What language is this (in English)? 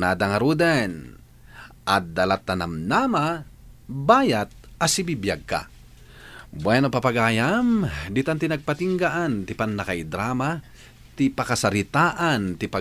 Iloko